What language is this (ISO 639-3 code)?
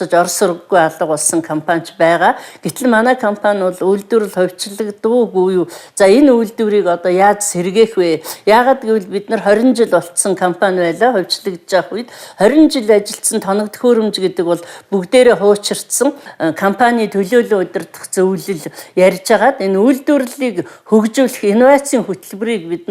mon